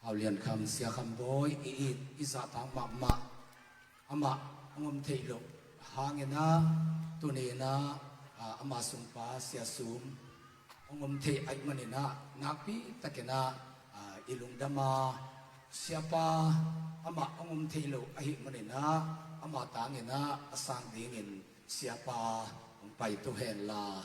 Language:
Tedim Chin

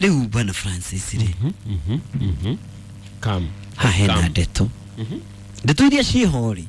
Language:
Kikuyu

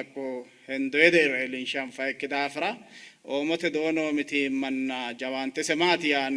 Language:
Sidamo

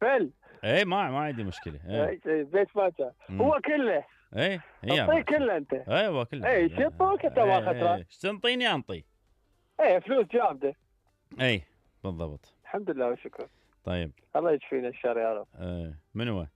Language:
Mesopotamian Arabic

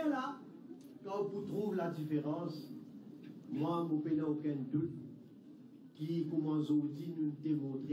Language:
Morisyen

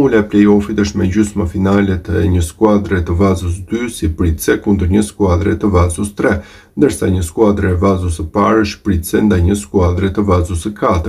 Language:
Albanian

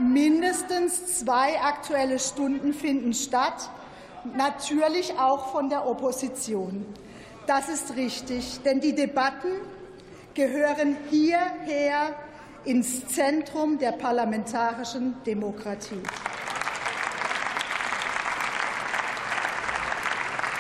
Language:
German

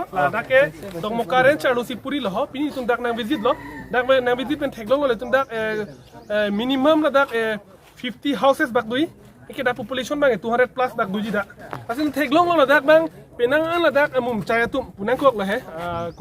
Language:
Karbi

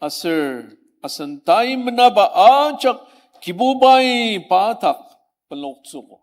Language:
Ao Naga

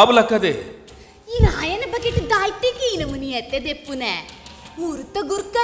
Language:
Tulu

